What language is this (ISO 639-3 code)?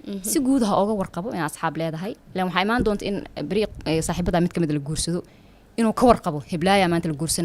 som